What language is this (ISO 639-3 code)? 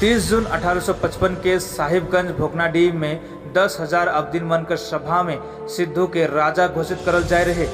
sck